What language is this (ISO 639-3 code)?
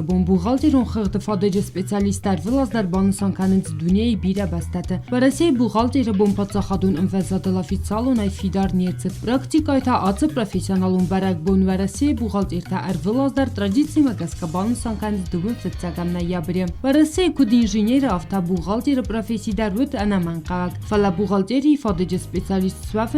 oss